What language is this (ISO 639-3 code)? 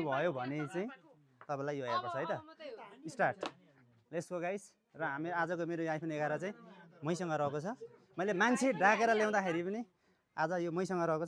nep